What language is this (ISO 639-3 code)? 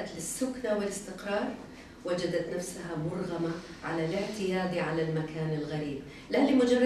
ara